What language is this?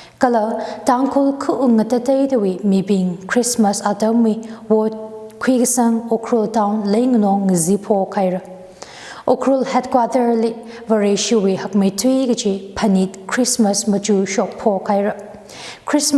Tangkhul Naga (India)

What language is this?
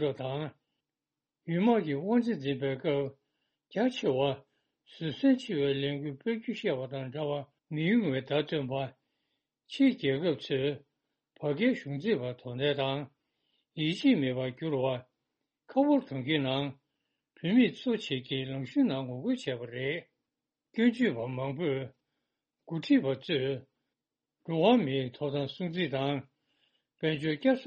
Tibetan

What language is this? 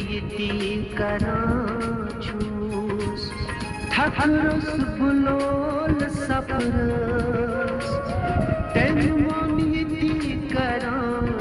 Kashmiri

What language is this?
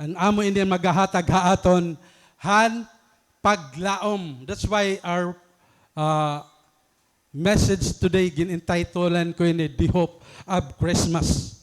Waray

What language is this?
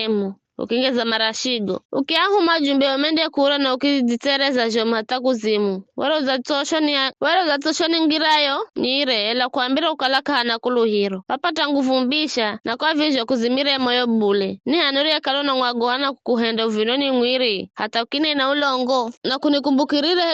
Giryama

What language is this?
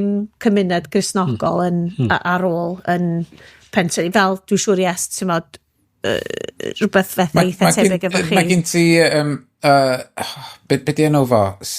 Welsh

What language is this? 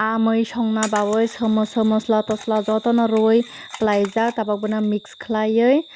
Kok Borok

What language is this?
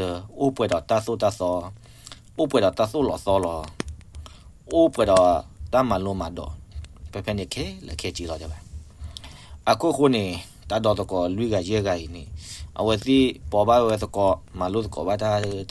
S'gaw Karen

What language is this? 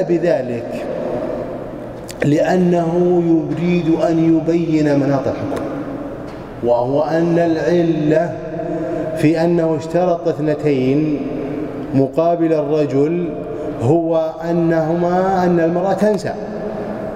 Arabic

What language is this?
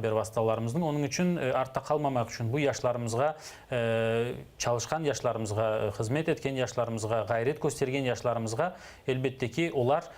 Crimean Tatar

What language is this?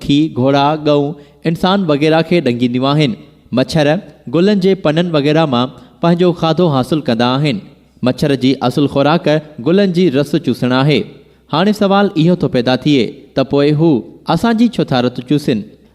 Sindhi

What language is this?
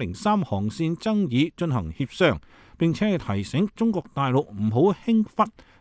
Cantonese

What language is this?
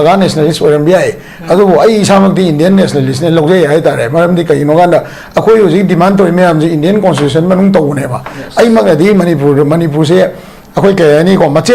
Manipuri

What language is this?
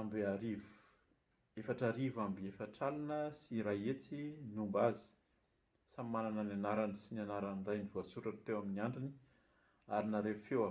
Malagasy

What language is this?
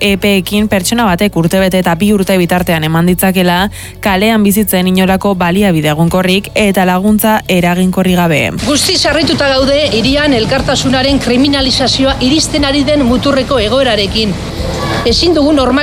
Basque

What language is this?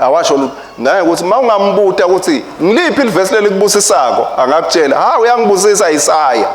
Swati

